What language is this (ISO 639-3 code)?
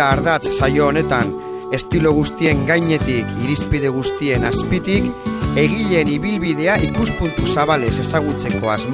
eus